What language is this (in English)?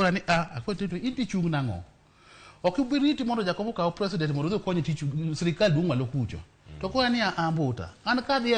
Luo (Kenya and Tanzania)